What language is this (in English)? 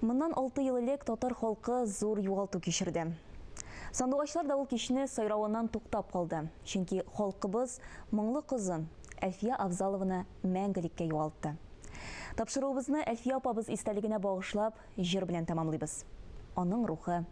Tatar